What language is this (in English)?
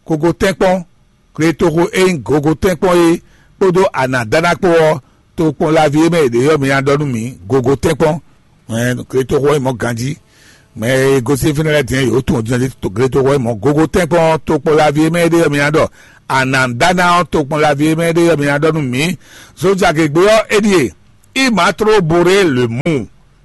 Fon